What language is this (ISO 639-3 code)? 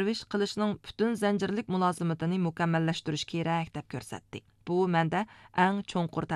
uig